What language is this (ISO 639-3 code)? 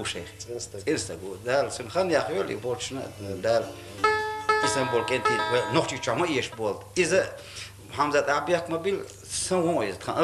che